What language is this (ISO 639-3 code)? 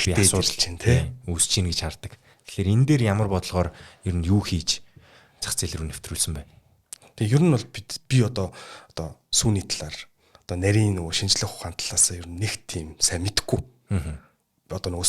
mon